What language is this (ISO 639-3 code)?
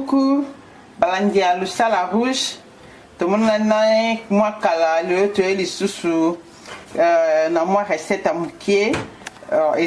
lin